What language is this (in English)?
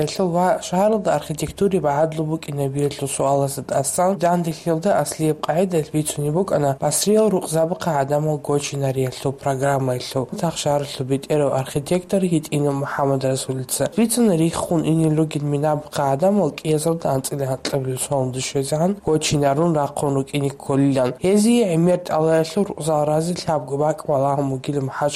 Avaric